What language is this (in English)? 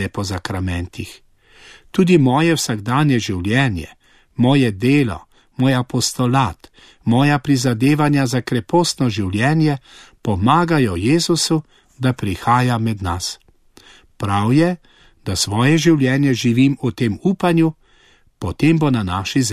Slovenian